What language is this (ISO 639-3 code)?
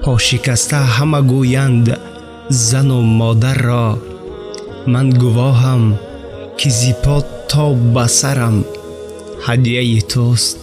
tgk